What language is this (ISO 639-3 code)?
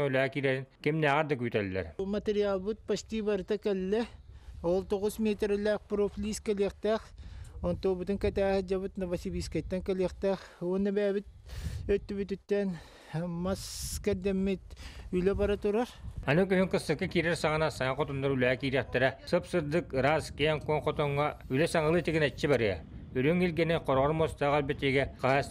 sah